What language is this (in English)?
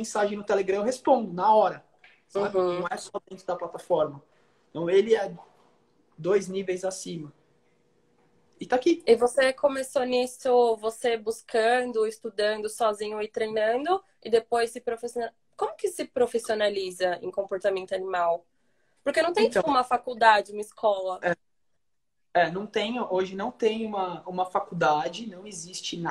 Portuguese